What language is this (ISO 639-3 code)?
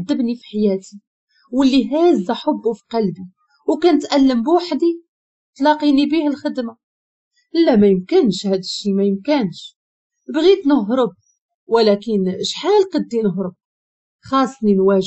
ary